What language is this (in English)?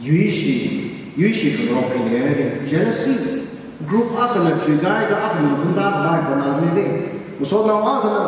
Tangkhul Naga (India)